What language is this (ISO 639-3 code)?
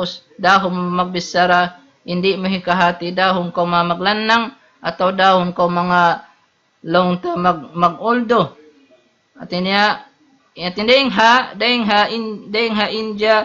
tsg